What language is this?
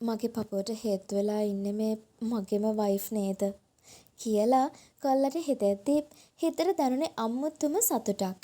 Sinhala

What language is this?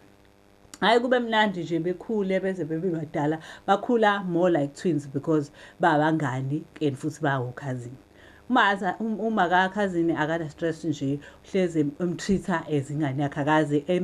Zulu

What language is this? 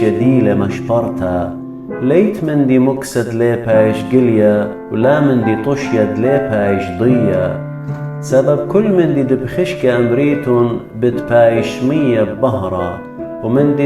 Assyrian Neo-Aramaic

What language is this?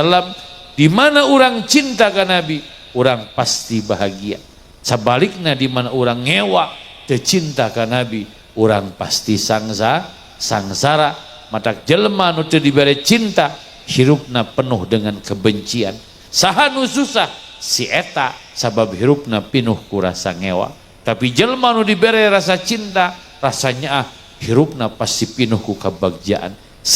Sundanese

